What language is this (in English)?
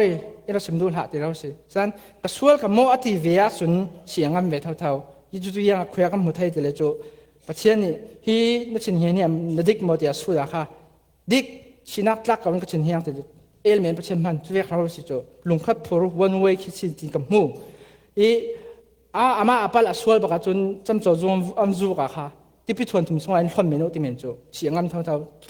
Falam Chin